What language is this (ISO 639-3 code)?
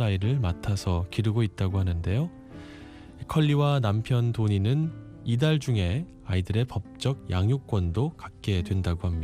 kor